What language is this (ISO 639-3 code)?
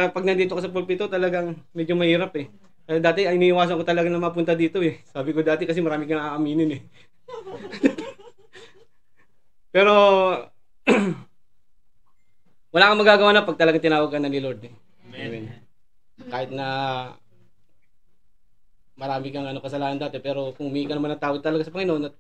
fil